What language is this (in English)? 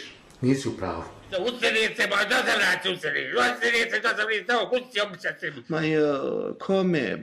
Bosnian